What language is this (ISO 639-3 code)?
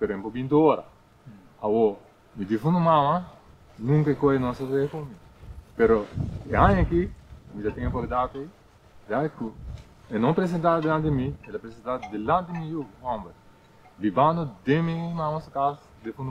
pap